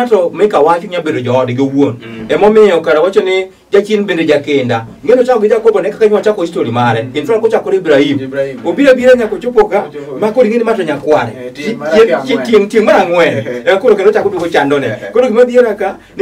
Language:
Luo (Kenya and Tanzania)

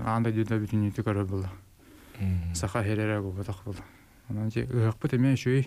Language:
Yakut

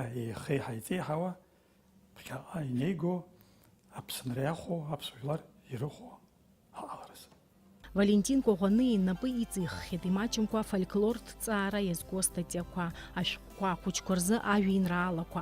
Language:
Abkhazian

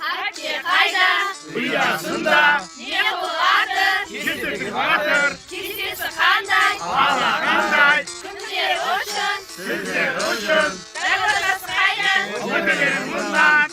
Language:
Kara-Kalpak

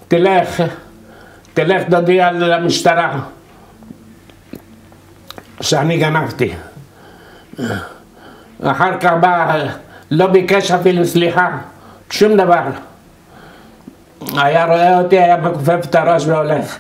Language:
Hebrew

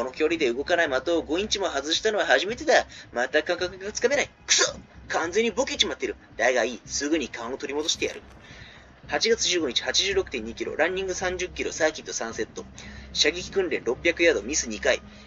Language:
Japanese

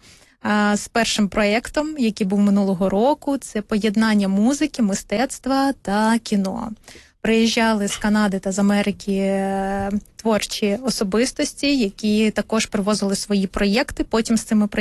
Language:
Ukrainian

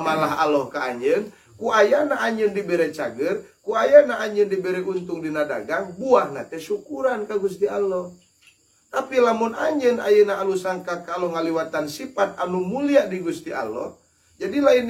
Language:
Sundanese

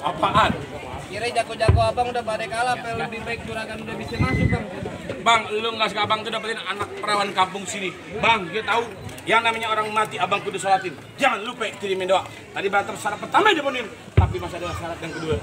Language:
Betawi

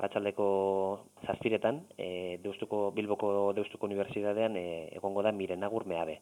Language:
Basque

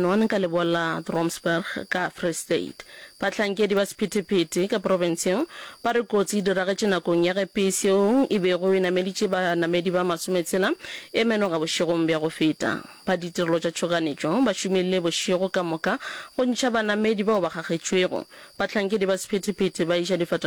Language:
Northern Sotho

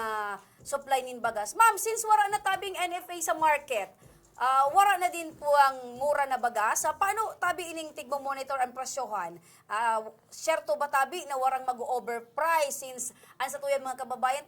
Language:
Bikol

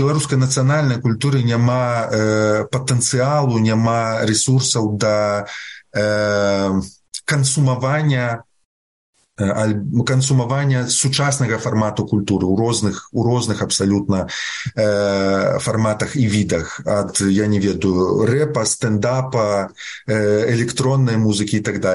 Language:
Belarusian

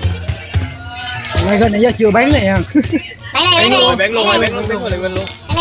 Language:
Vietnamese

